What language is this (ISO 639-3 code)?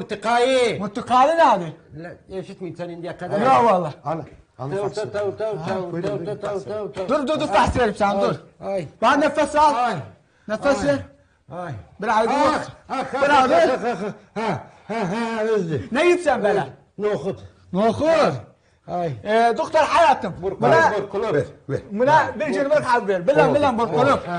azb